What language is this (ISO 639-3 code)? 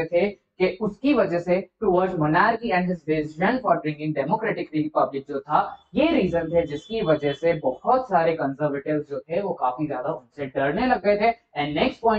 hin